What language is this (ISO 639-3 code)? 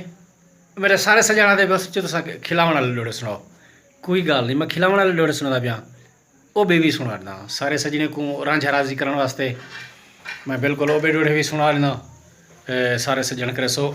skr